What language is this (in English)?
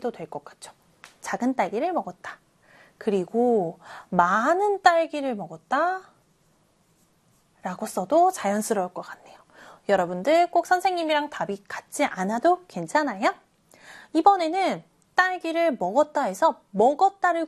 Korean